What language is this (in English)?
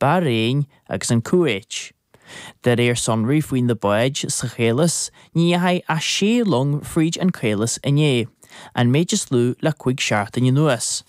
Irish